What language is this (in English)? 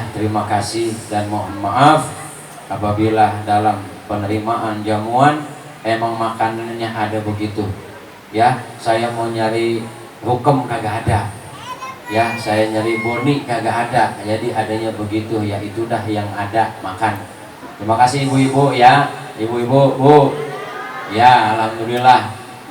Betawi